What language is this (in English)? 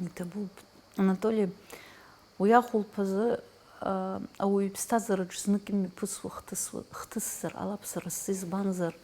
Abkhazian